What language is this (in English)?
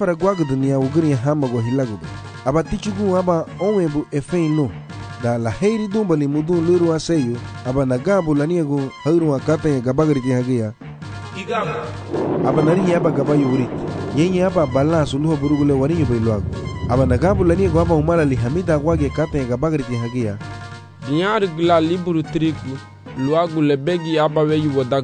Garifuna